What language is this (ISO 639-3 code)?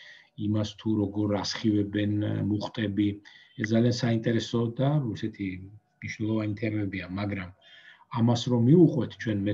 kat